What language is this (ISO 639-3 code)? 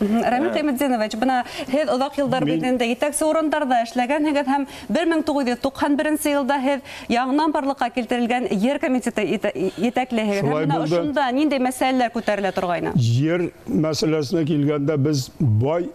bak